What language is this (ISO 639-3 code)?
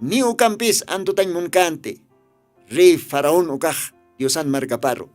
aym